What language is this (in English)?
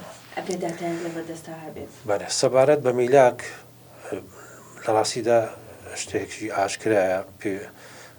Central Kurdish